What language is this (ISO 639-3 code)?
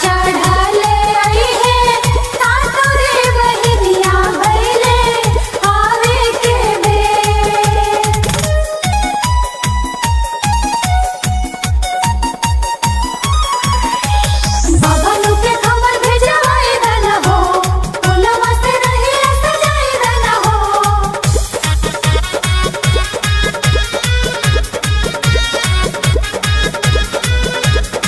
bho